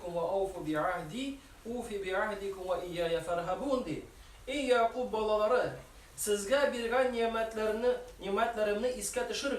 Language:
Tatar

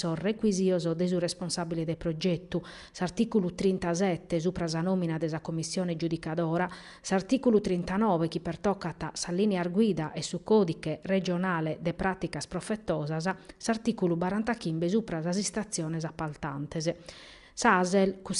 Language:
Sardinian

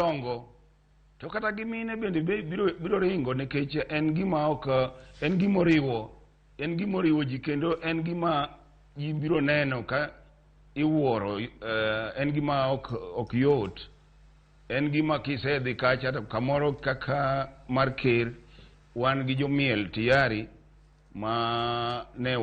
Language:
Luo (Kenya and Tanzania)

